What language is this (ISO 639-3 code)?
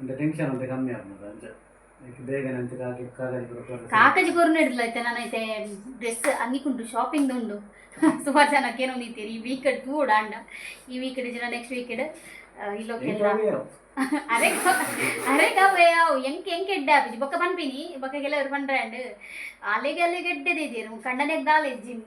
tcy